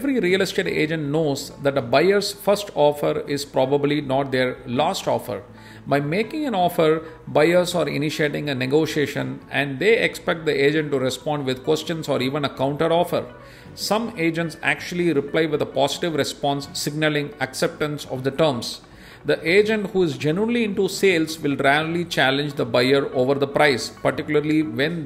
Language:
English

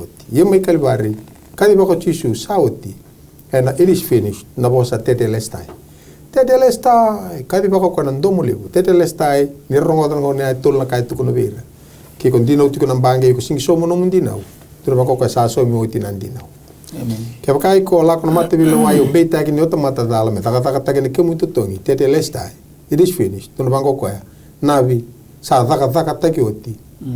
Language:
Fijian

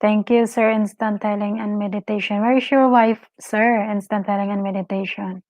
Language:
Cebuano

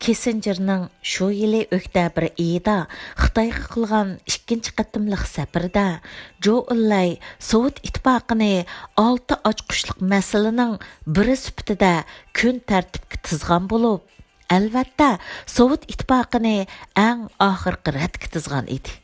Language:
Uyghur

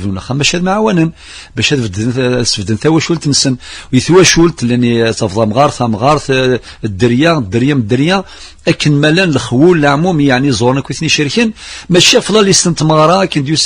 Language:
Kabyle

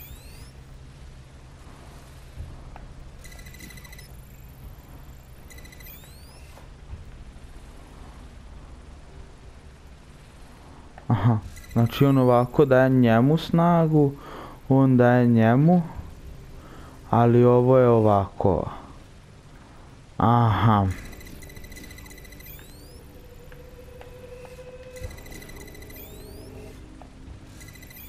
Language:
Croatian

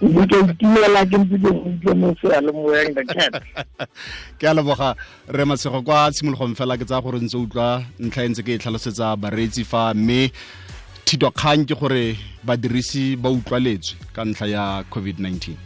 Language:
Tswana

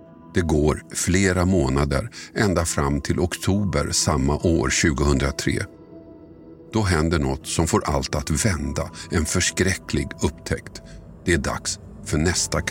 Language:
Swedish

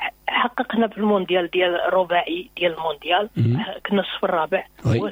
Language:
Moroccan Arabic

